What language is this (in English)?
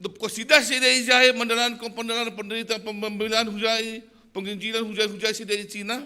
Batak Simalungun